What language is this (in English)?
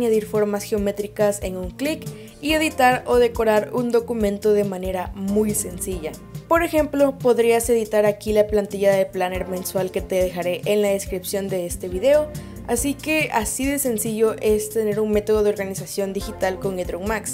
Spanish